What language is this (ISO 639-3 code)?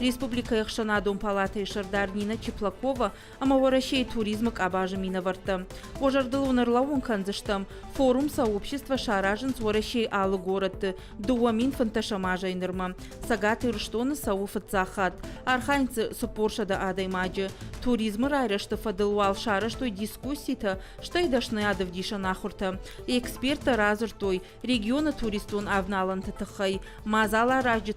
oss